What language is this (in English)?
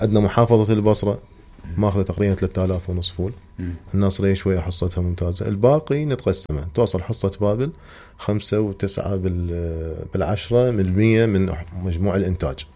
Mesopotamian Arabic